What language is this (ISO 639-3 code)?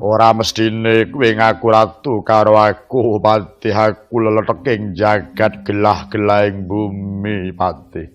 jav